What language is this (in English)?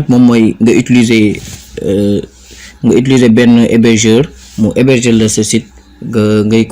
Wolof